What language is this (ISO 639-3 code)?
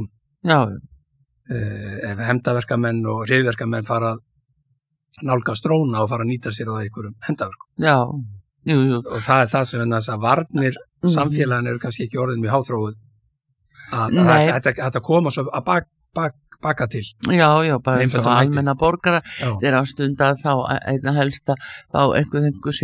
isl